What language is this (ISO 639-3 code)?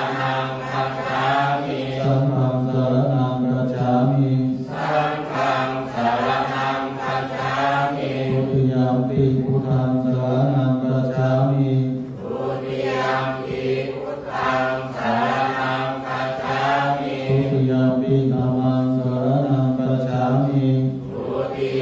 pli